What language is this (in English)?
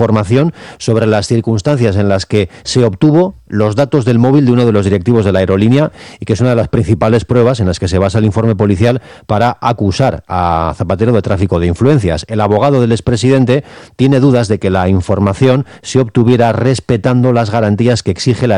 Spanish